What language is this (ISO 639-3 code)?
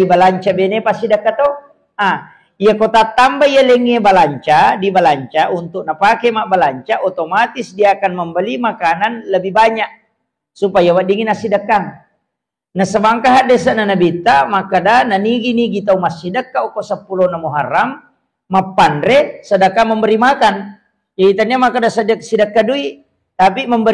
bug